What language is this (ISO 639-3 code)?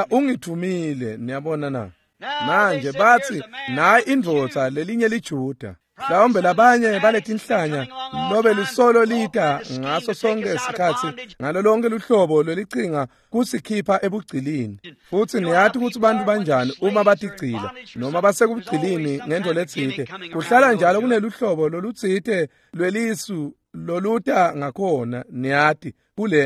ssw